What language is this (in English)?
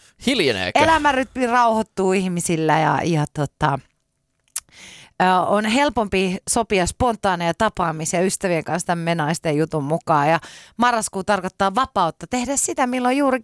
Finnish